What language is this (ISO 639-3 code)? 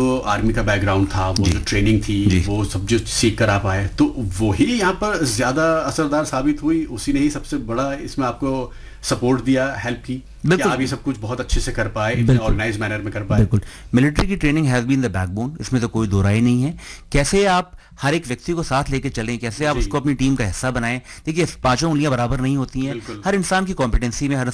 hin